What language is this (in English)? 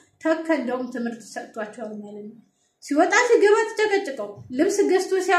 Amharic